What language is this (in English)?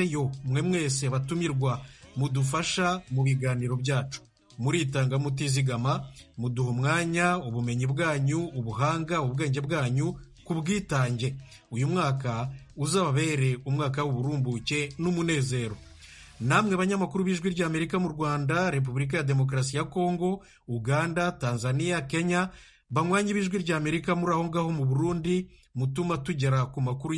Kinyarwanda